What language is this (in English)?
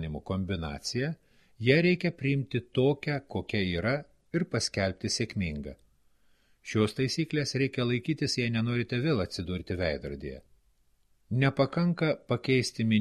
Lithuanian